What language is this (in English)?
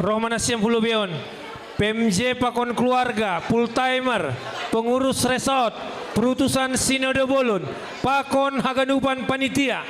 Batak Simalungun